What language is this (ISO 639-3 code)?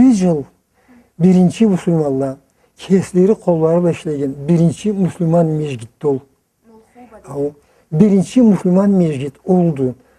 krc